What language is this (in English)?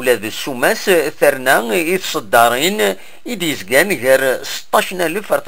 Kabyle